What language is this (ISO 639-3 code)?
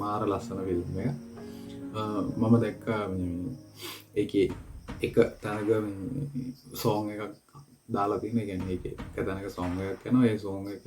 sin